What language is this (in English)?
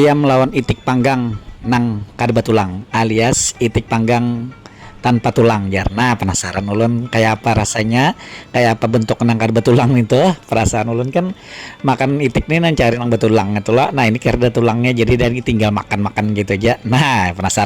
Banjar